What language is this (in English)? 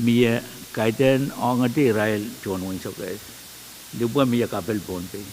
Pohnpeian